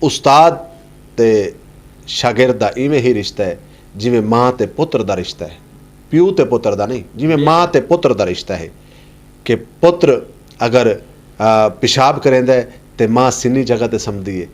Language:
Western Panjabi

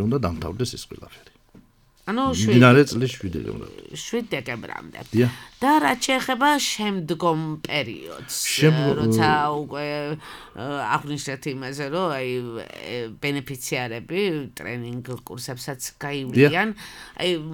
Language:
Georgian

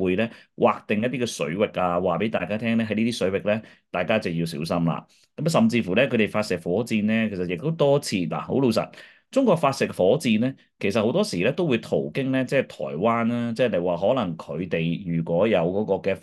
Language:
Cantonese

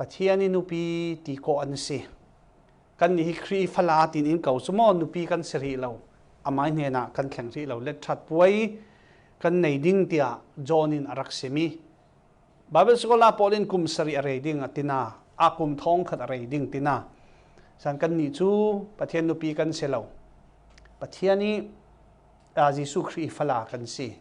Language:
Falam Chin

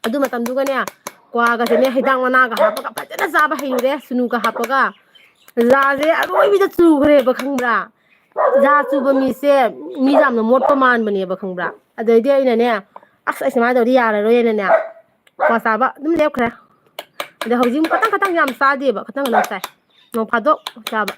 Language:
Manipuri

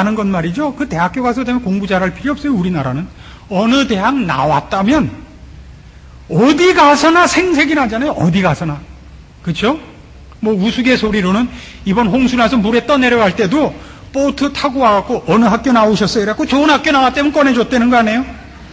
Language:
Korean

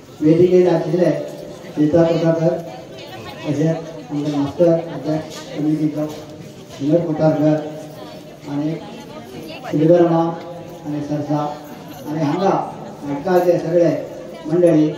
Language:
Konkani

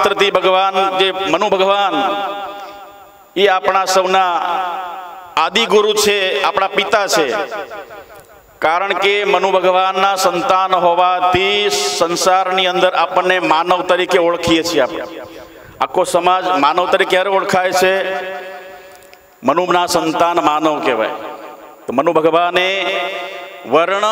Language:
Gujarati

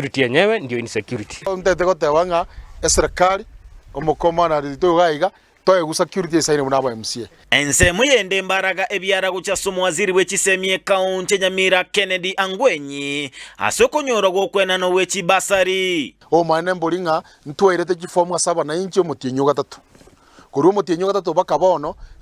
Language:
Gusii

